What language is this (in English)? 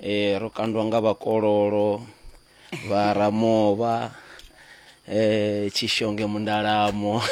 Venda